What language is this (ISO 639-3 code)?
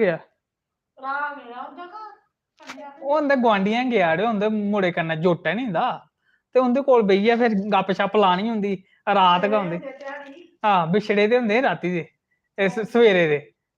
doi